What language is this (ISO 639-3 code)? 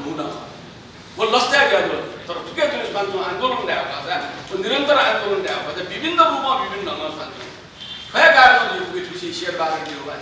new